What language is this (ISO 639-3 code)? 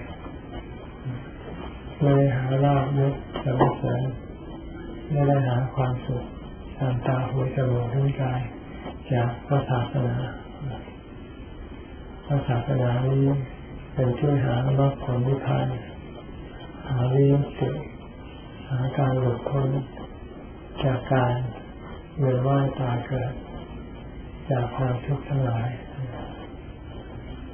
tha